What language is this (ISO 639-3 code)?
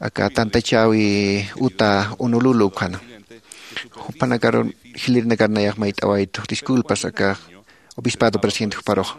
aym